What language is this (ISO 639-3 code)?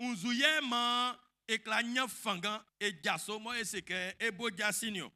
bci